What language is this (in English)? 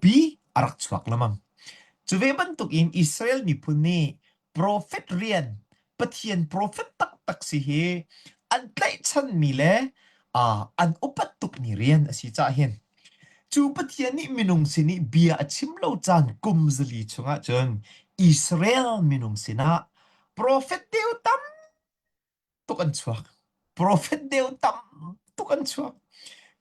Hakha Chin